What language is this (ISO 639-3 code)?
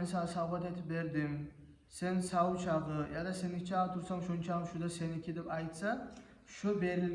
kum